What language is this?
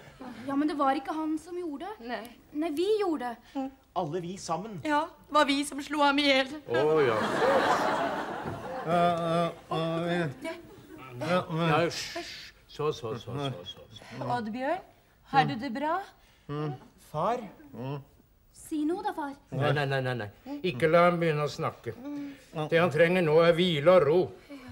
Norwegian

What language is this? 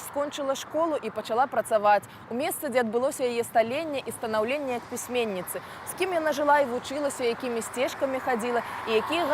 Belarusian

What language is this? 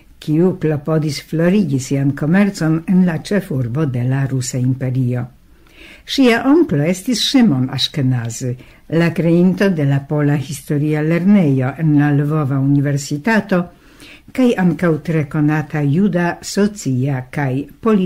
Esperanto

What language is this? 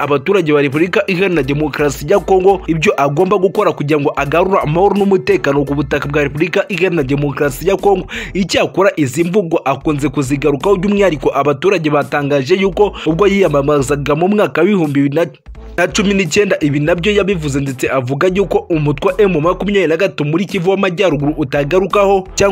Kinyarwanda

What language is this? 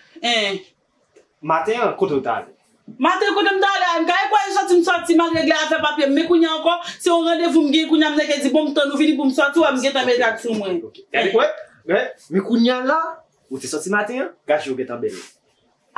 Haitian Creole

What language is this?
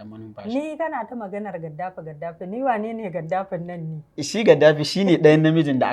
Hausa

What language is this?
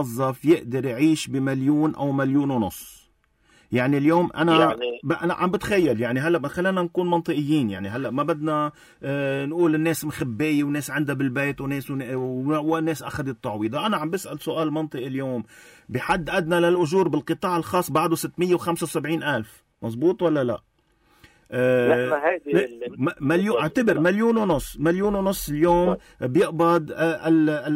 North Levantine Arabic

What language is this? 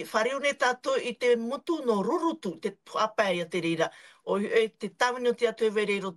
Tahitian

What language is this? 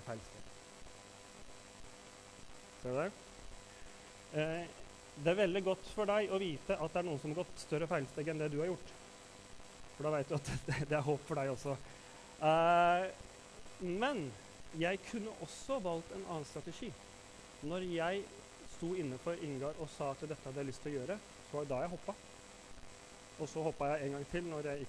Norwegian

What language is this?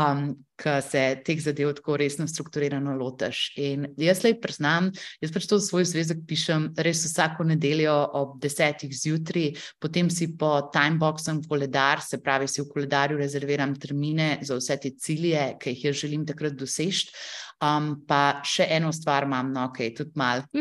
Slovenian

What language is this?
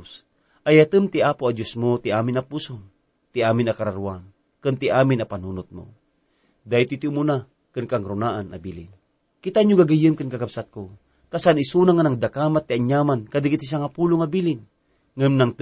Iloko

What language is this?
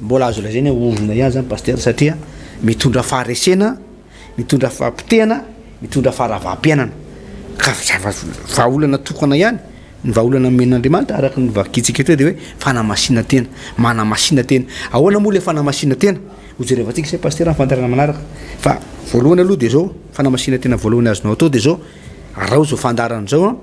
Malagasy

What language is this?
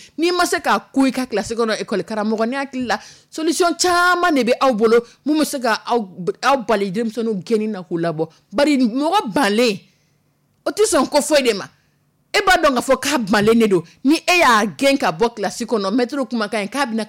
Dyula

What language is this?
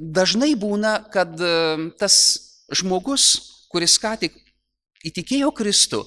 Lithuanian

